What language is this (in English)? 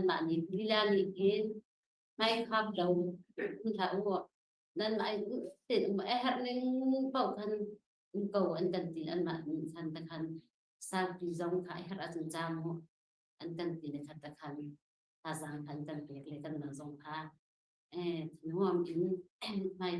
Hakha Chin